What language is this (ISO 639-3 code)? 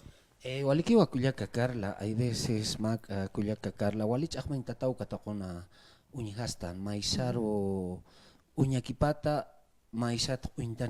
aym